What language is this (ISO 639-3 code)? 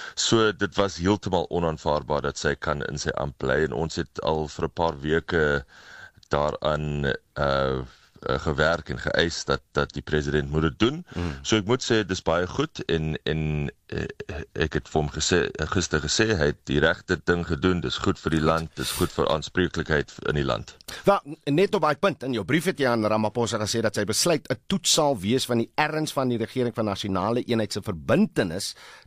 afr